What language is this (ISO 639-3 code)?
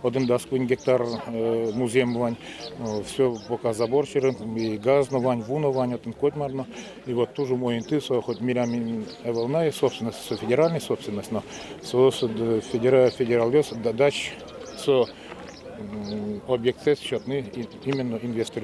udm